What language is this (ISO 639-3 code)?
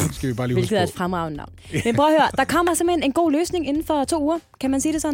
dan